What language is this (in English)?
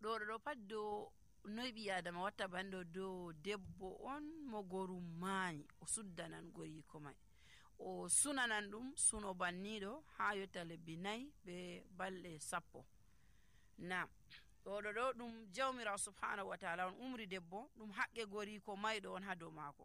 Nigerian Fulfulde